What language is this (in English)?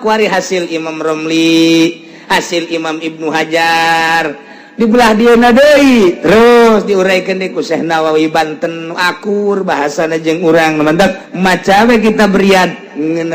Sundanese